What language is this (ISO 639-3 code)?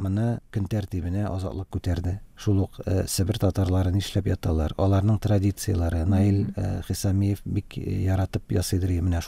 tat